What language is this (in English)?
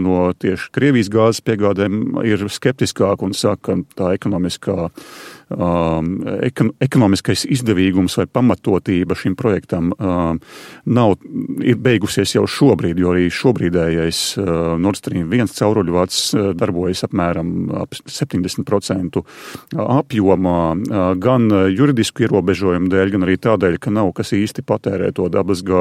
Latvian